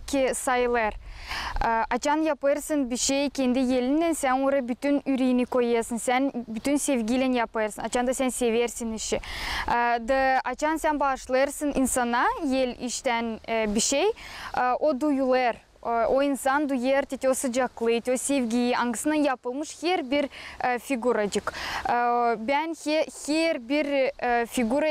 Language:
Gagauz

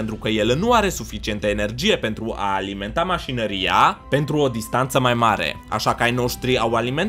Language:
Romanian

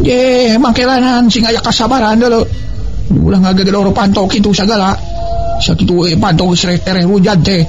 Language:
Sundanese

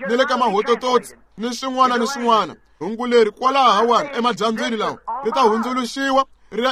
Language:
Tsonga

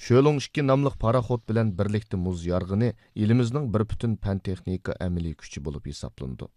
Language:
Uyghur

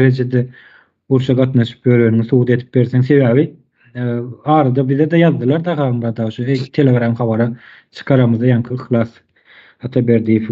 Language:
Turkmen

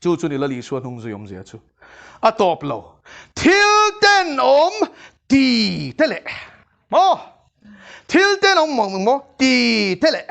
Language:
Mizo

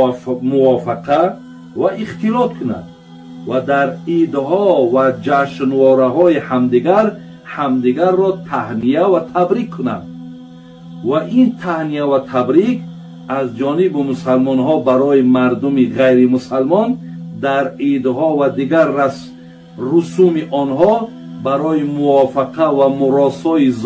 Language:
Tajik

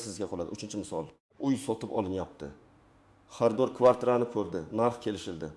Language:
Uzbek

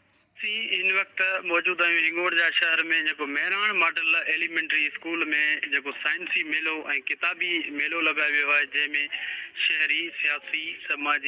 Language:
Sindhi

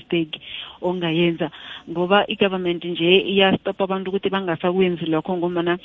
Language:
South Ndebele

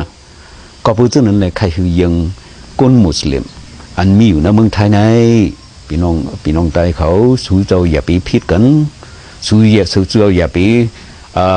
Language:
Shan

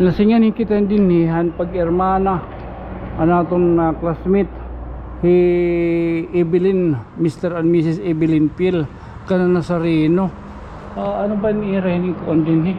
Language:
Waray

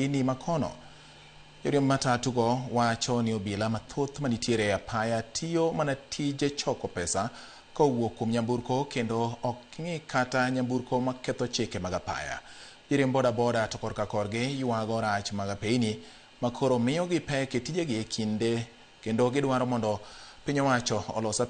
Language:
Luo (Kenya and Tanzania)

